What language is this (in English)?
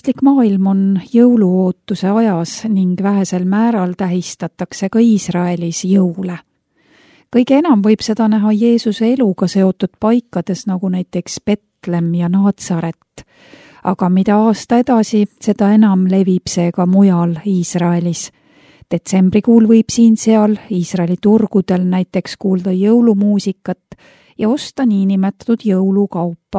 Estonian